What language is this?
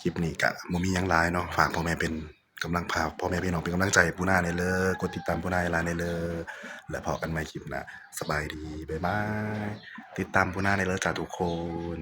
Northeastern Thai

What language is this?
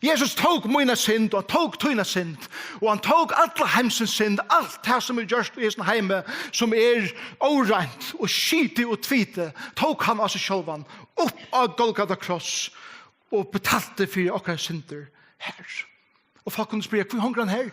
Faroese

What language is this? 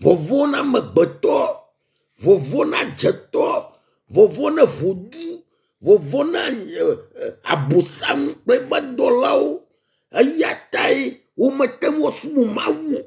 Ewe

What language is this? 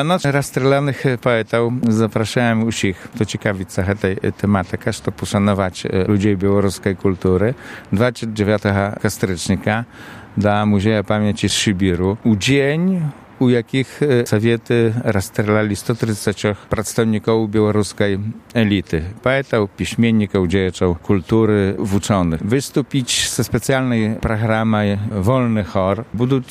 Belarusian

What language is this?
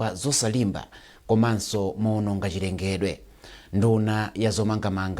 Nyanja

